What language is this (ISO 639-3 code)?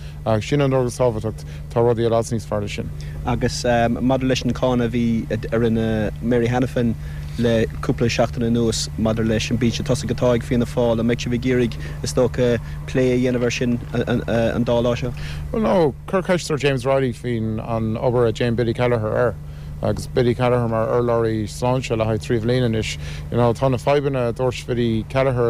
gle